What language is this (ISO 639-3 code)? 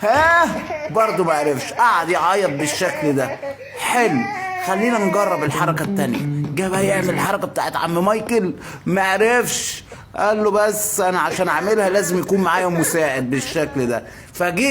arz